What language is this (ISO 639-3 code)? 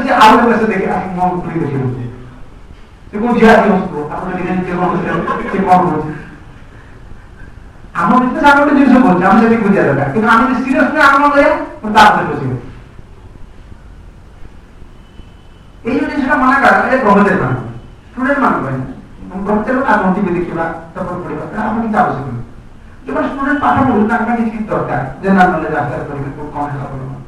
ori